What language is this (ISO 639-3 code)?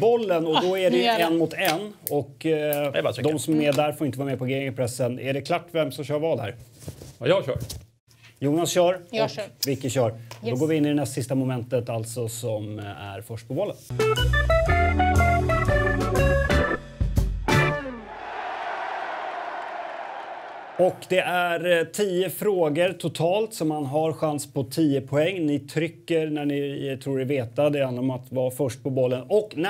swe